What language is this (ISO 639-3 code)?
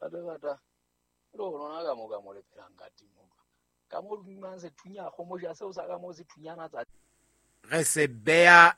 sot